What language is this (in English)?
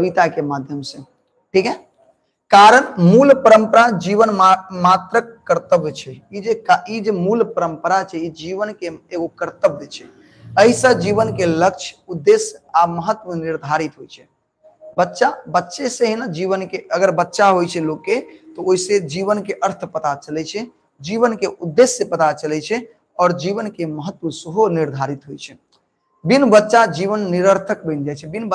Maithili